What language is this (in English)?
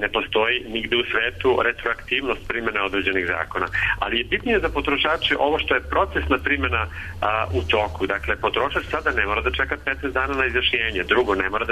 Serbian